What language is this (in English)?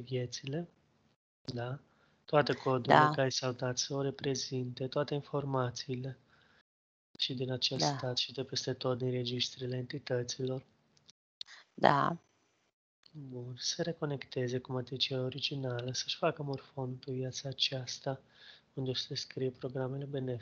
Romanian